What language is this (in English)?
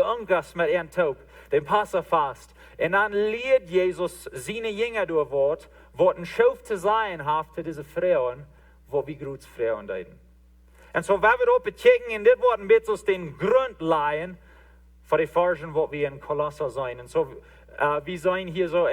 Plautdietsch